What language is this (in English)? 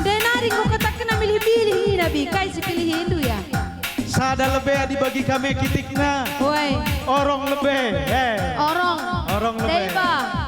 Batak Karo